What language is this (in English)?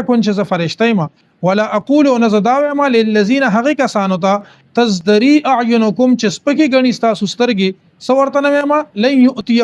Pashto